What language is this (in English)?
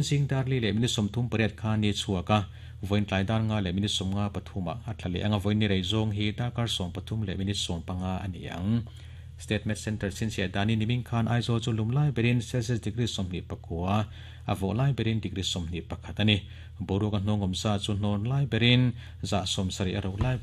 Mizo